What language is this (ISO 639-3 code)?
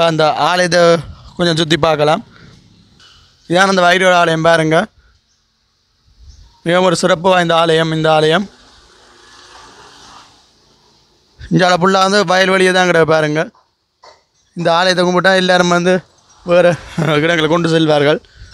tam